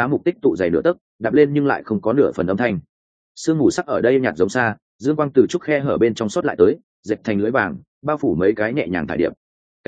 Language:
Vietnamese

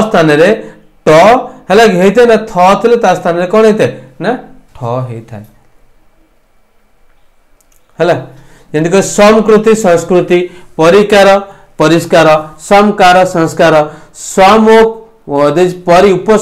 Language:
Odia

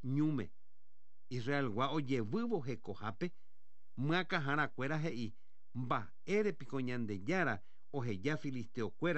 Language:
Guarani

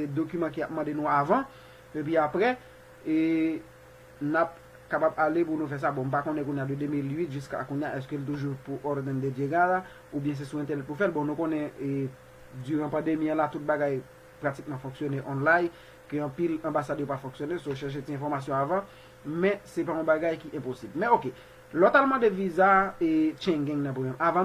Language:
Haitian Creole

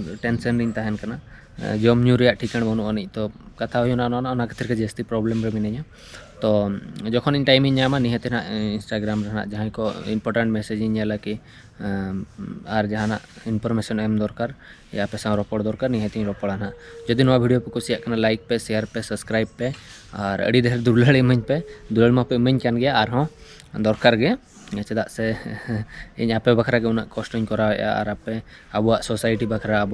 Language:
Santali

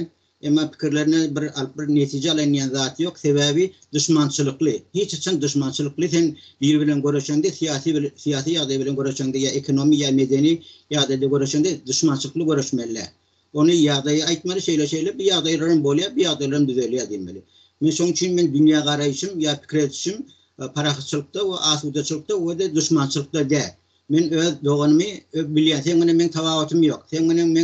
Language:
Turkmen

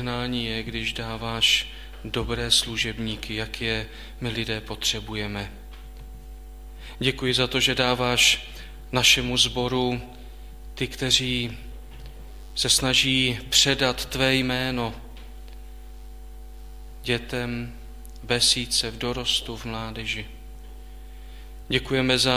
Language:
Czech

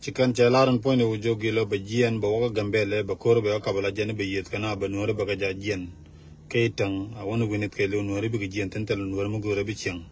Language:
Nuer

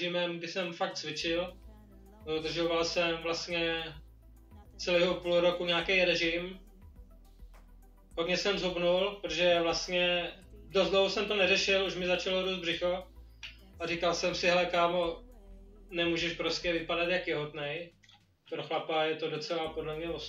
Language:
Czech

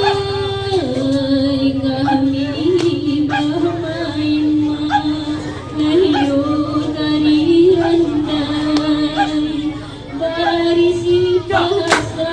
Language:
Minangkabau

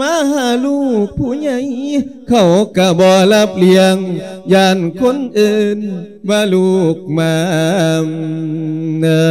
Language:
Lao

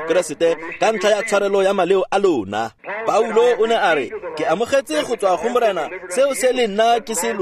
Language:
Tswana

